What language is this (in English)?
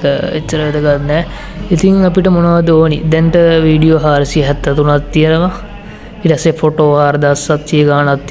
Sinhala